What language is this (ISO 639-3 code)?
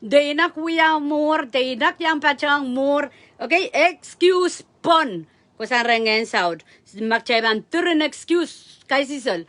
pon